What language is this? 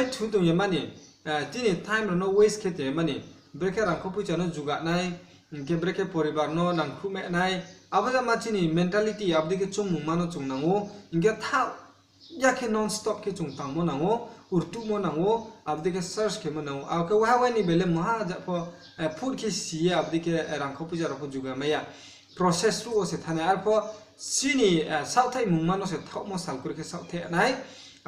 Riang (India)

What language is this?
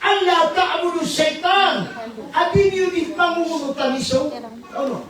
Maranao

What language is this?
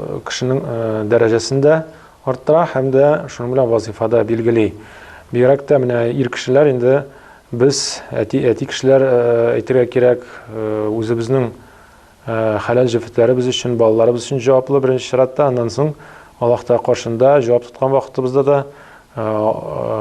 Tatar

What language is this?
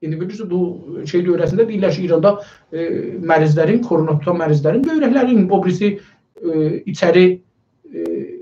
South Azerbaijani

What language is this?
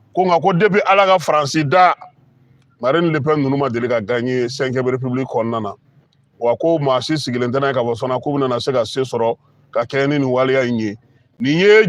Bambara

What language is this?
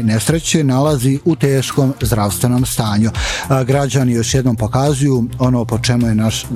Bosnian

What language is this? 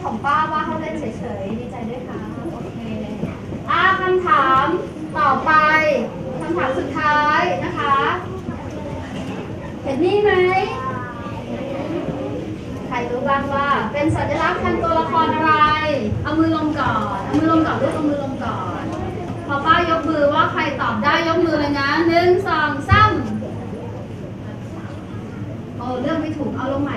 Thai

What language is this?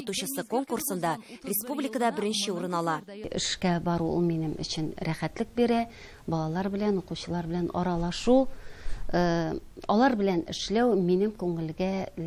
Tatar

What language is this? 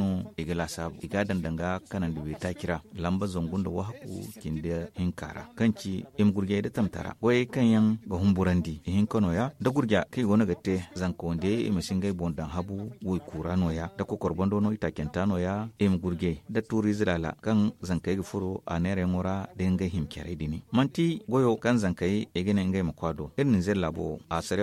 Zarma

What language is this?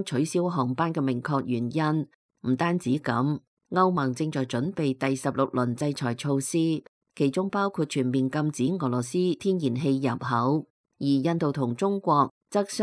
Cantonese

